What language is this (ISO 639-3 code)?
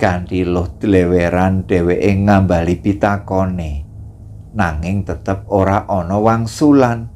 jav